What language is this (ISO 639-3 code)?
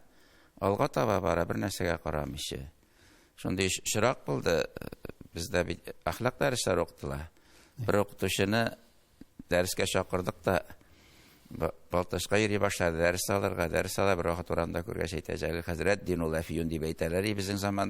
tat